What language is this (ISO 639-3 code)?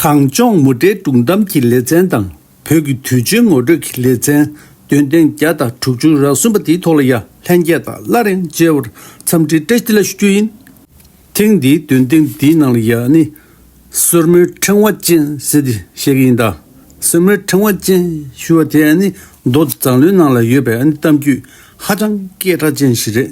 bod